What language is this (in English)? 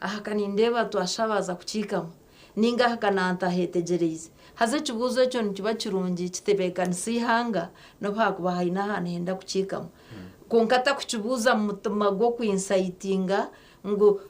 Nyankole